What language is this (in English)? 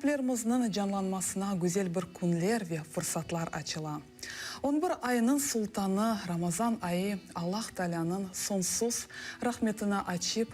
Crimean Tatar